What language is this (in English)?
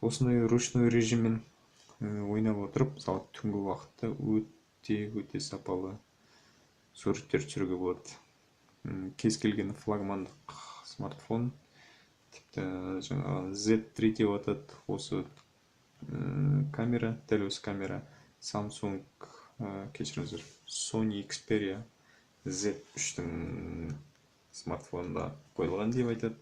Kazakh